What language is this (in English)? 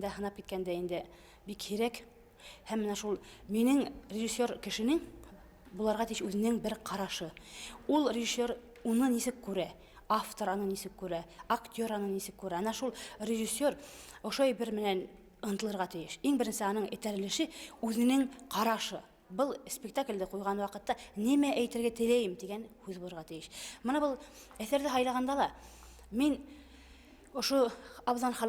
Bashkir